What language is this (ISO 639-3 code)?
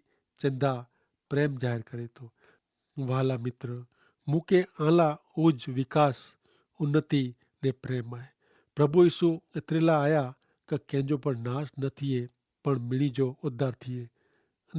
kfr